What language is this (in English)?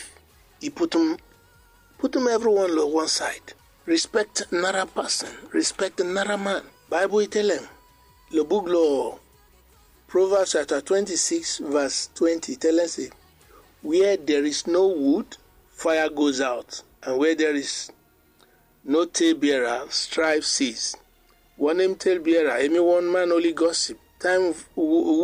Bislama